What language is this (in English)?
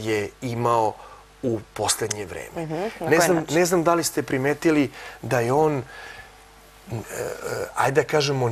Serbian